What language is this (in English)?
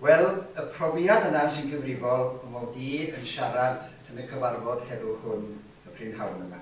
Welsh